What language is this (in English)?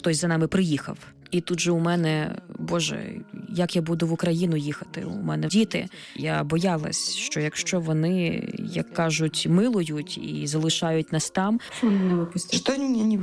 Ukrainian